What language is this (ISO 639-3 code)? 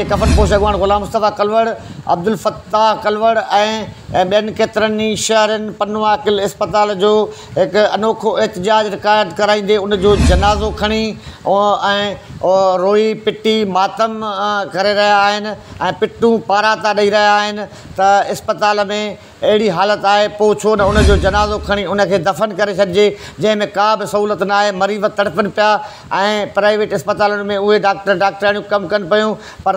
snd